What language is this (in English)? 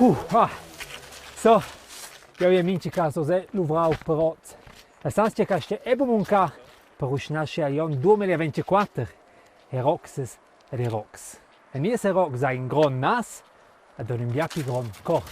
Romansh